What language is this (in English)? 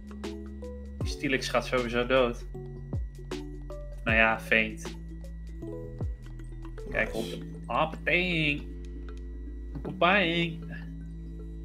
Dutch